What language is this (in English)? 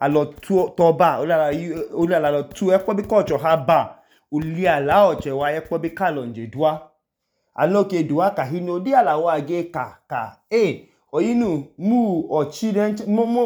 Idoma